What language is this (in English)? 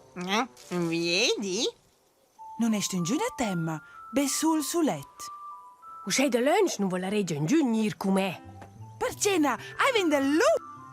Romansh